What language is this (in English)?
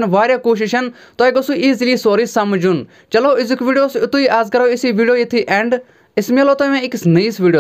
Kashmiri